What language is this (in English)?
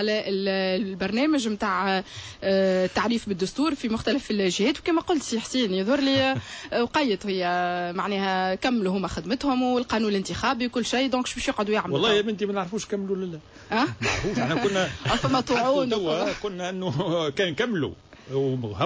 Tunisian Arabic